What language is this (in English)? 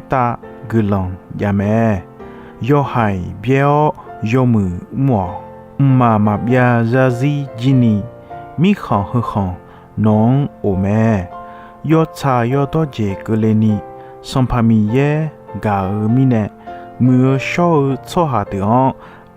Akha